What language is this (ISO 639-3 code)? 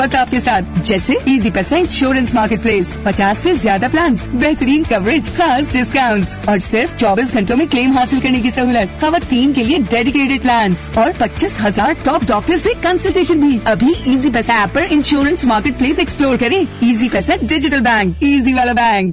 urd